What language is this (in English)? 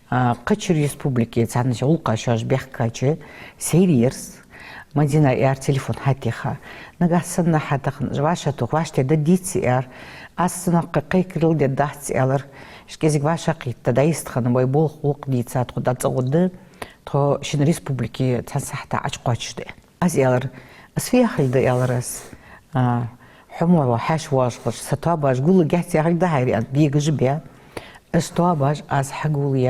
Ingush